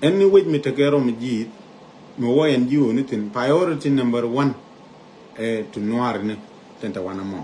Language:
Nuer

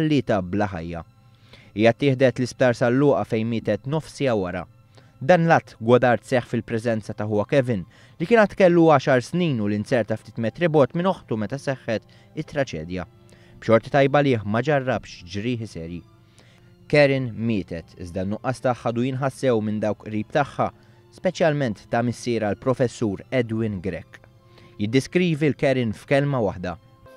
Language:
Maltese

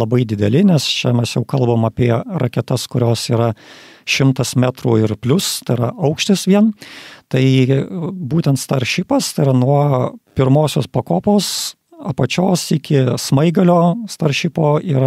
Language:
Lithuanian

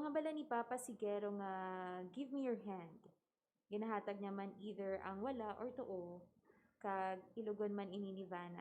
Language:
Hiligaynon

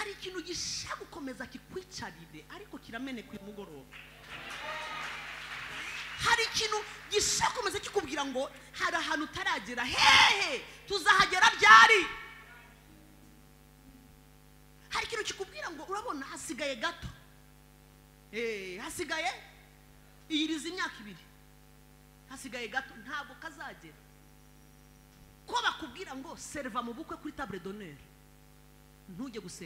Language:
Kinyarwanda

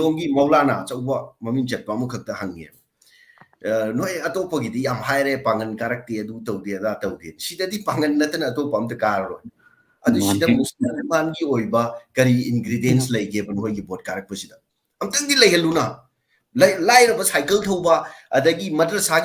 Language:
Manipuri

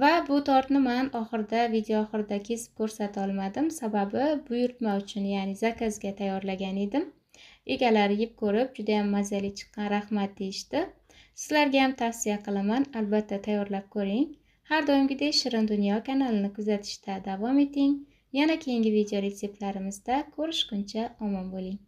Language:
Uzbek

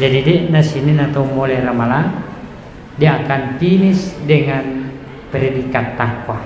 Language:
Buginese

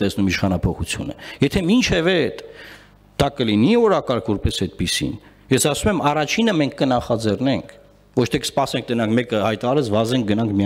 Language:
Armenian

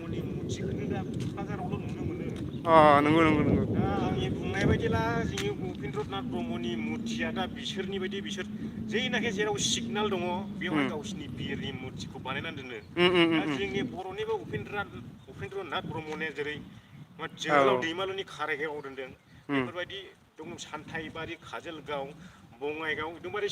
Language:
Bodo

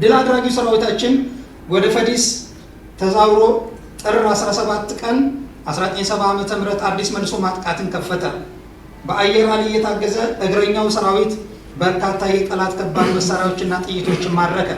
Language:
Amharic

